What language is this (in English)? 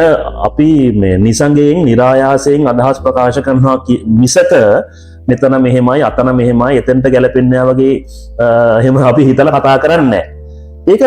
Sinhala